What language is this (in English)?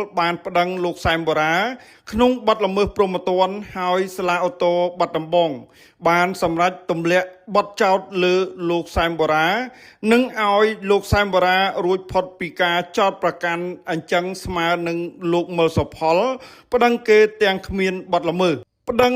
Khmer